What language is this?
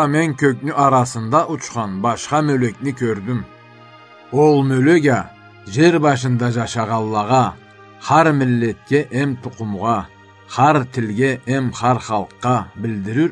Karachay-Balkar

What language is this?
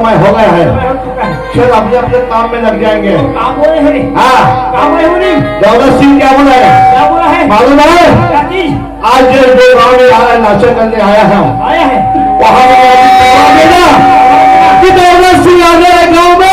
Chhattisgarhi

